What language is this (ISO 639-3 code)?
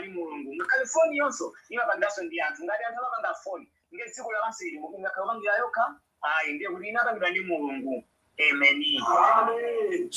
nya